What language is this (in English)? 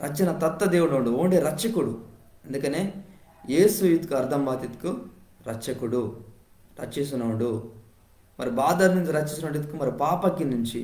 Koya